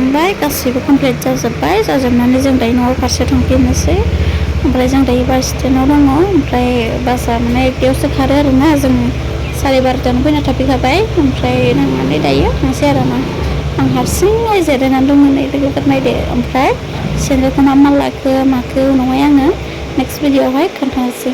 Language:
Bodo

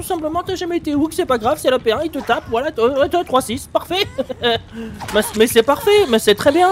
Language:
French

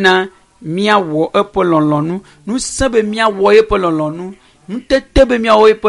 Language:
Ewe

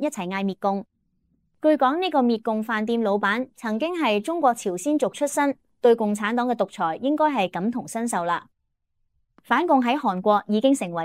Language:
Cantonese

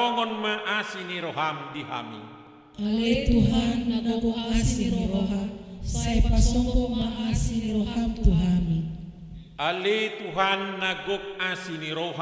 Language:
Batak Toba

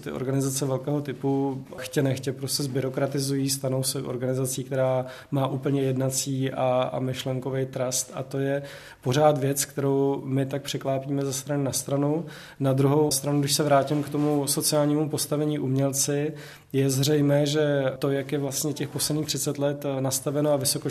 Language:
Czech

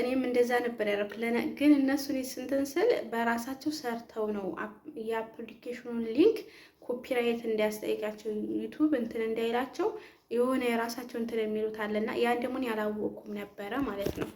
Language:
Amharic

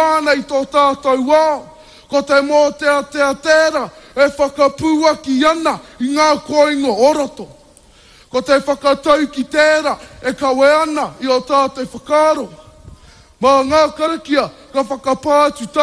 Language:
Māori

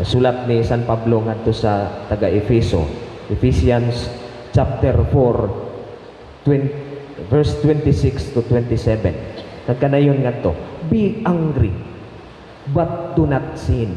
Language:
Cebuano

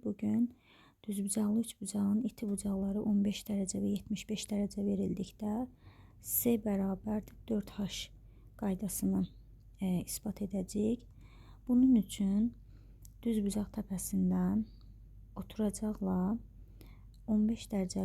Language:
Azerbaijani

